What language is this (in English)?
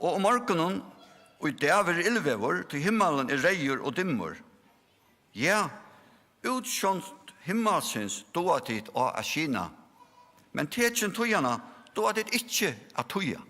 Faroese